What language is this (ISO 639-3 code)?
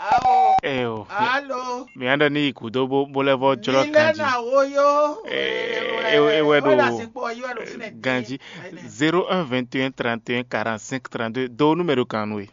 fon